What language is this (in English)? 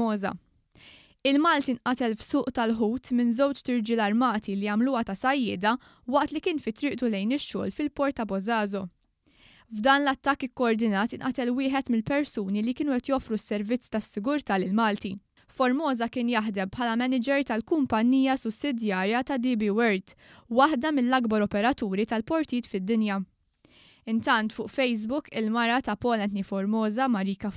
Maltese